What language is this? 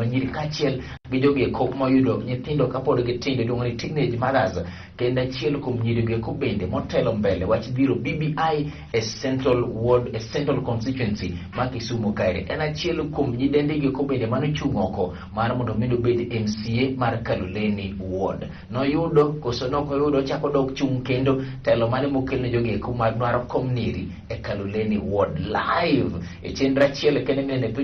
Luo (Kenya and Tanzania)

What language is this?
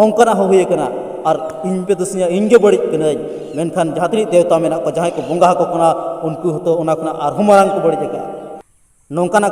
Santali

